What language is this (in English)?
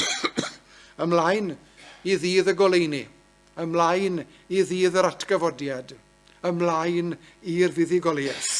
Welsh